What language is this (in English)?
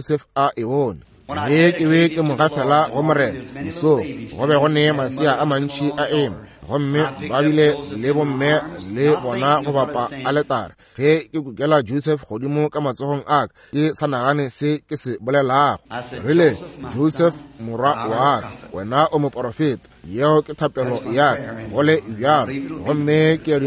Northern Sotho